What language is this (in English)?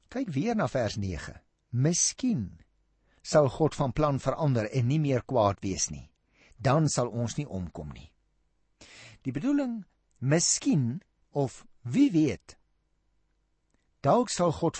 Afrikaans